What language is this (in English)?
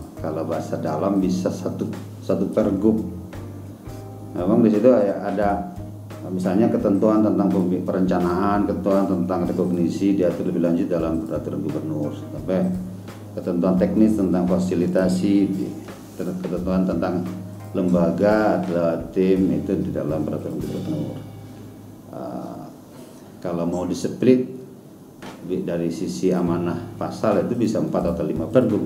Indonesian